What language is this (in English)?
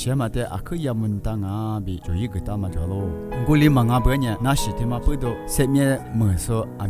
Lisu